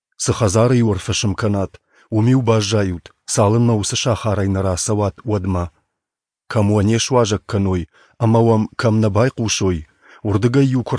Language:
Ossetic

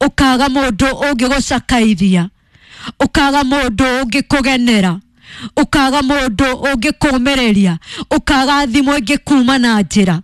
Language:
Kikuyu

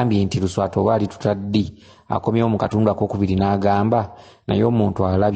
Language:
Ganda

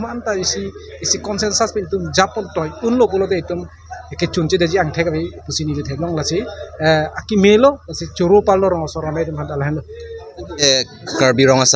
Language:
Karbi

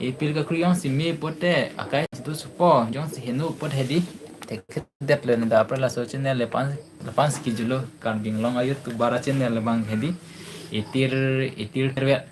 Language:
Karbi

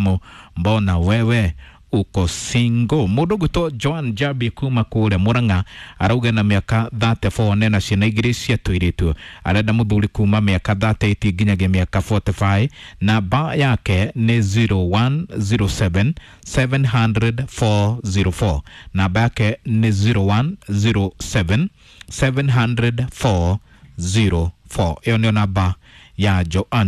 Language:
Kikuyu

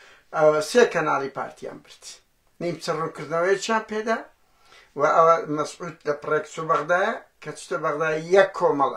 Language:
Central Kurdish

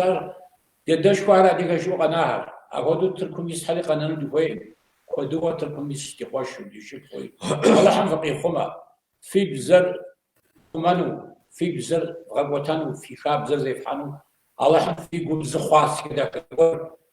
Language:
Kabardian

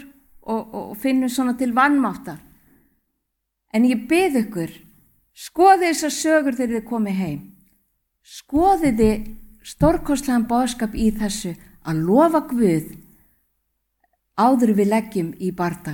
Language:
Icelandic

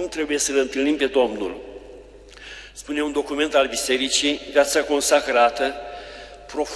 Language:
Romanian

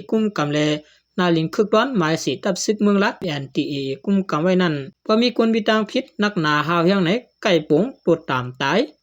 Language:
Shan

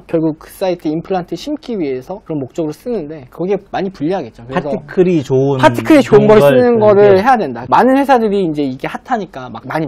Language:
Korean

